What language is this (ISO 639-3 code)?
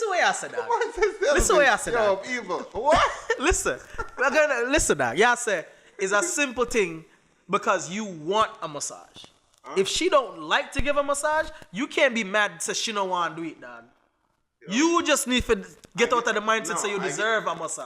jam